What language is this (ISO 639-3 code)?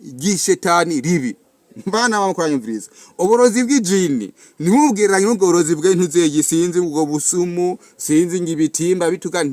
run